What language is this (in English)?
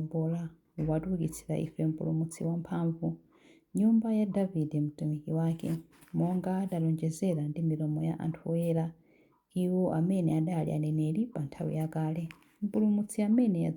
Nyanja